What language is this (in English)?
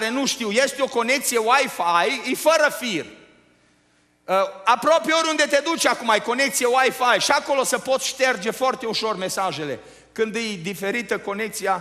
Romanian